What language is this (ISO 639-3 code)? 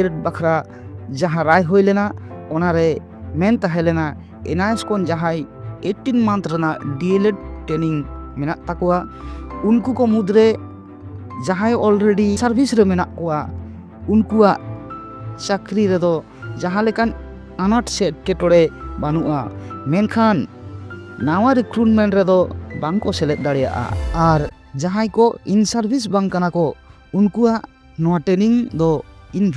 sat